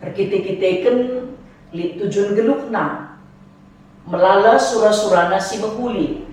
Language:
Batak Karo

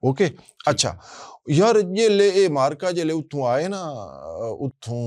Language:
Western Panjabi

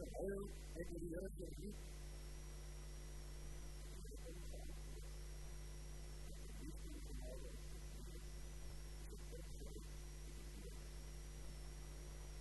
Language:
Afrikaans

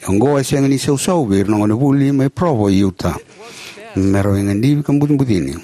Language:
Fijian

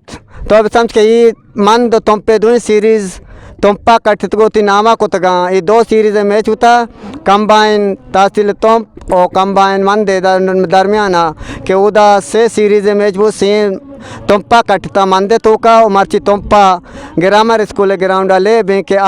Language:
Eastern Balochi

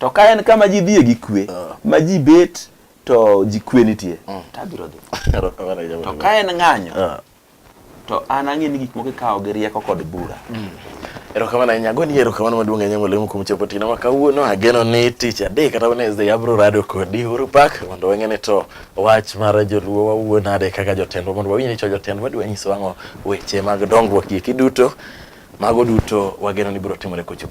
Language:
Luo (Kenya and Tanzania)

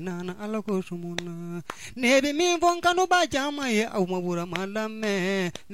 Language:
Bambara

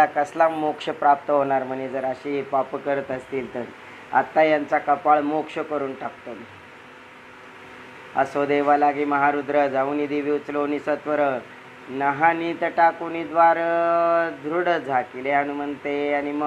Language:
Marathi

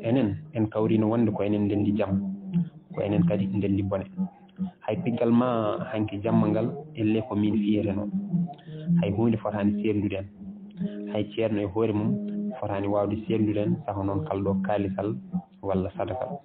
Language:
Fula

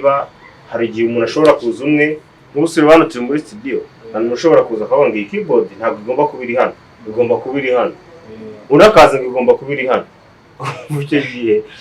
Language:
Kinyarwanda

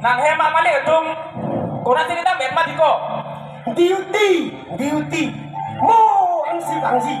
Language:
Karbi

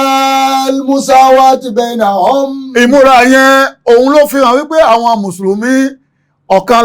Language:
Yoruba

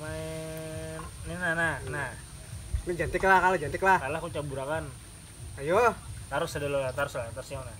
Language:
Banjar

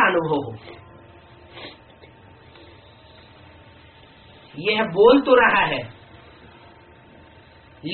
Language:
Hindi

